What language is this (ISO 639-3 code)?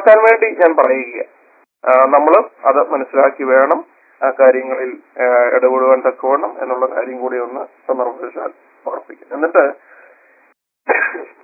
mal